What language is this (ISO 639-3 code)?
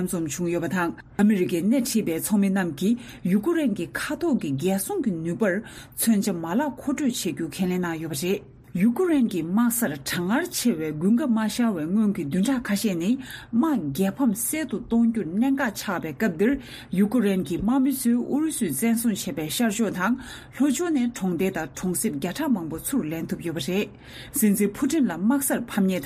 bod